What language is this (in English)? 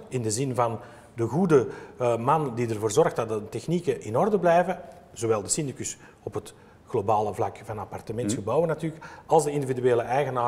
Dutch